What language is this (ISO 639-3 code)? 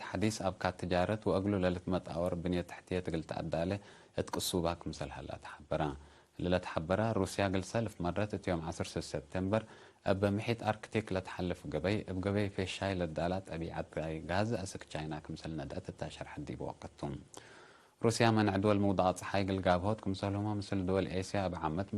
tig